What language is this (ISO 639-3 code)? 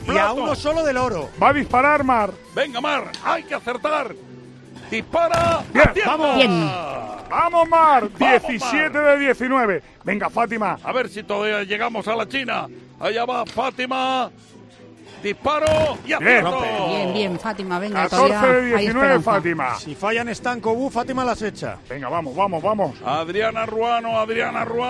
spa